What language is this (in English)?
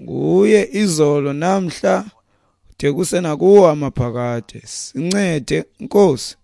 Xhosa